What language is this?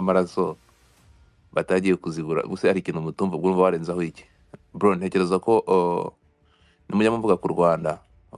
Kinyarwanda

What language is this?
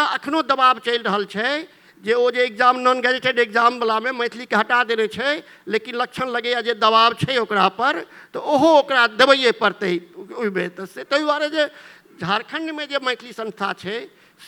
Maithili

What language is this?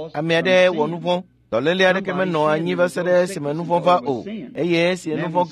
Ewe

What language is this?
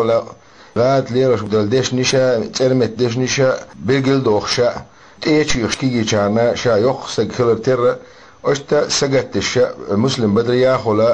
Chechen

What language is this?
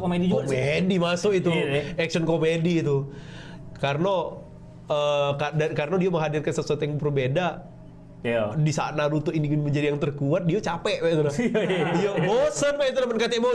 Musi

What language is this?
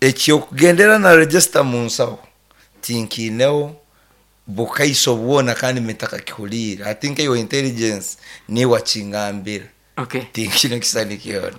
Nyankole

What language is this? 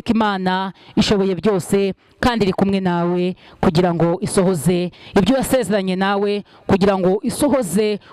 Kinyarwanda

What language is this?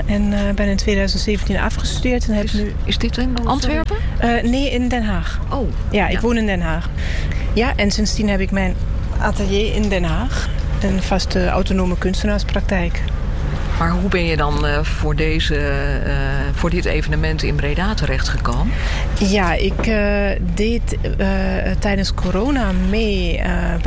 Dutch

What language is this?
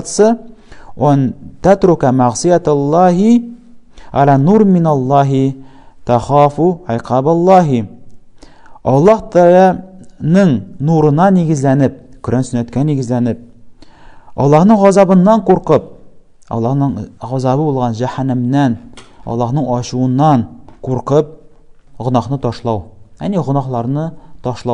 Tatar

